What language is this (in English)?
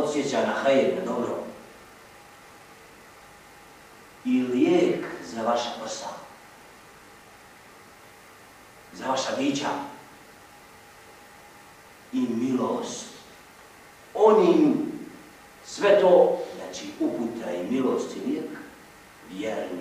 Bosnian